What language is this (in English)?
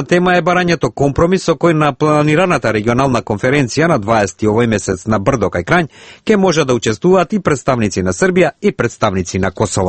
Macedonian